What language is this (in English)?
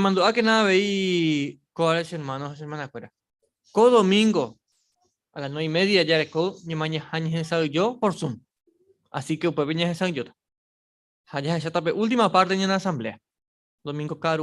Guarani